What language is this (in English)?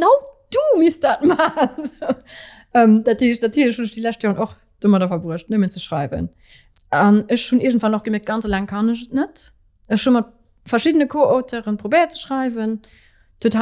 Luxembourgish